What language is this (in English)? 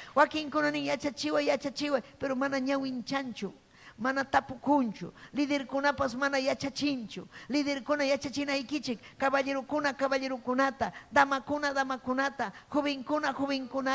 Ayacucho Quechua